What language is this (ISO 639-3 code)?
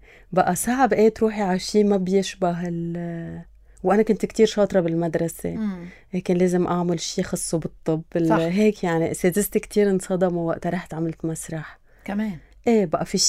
apc